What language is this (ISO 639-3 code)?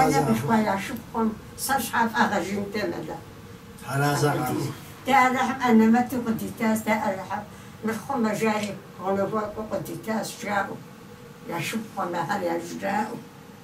kbd